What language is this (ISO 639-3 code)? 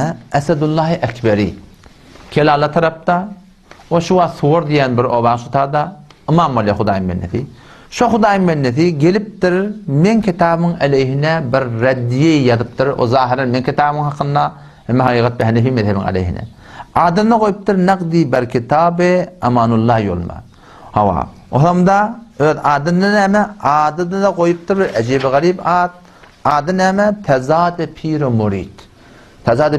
tuk